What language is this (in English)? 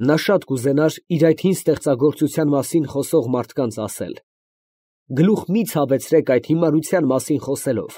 Armenian